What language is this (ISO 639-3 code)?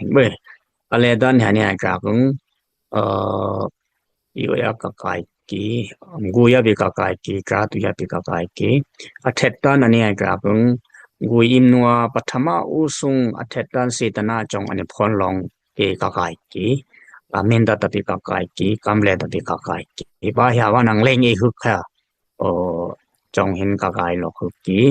dis